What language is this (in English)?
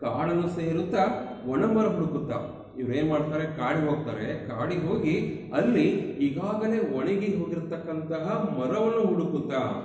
Kannada